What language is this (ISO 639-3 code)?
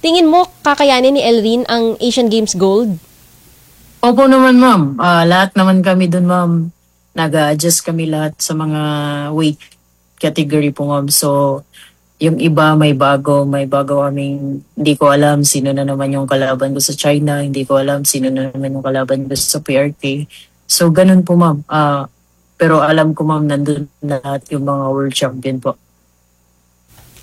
fil